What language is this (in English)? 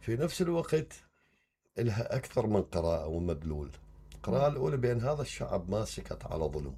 Mesopotamian Arabic